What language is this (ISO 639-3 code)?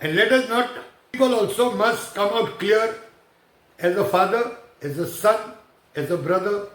kok